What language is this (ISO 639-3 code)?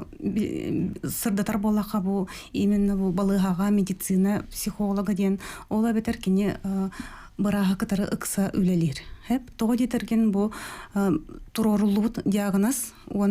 sah